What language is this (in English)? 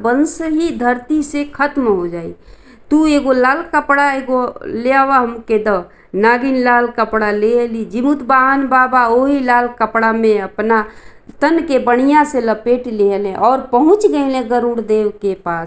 Bhojpuri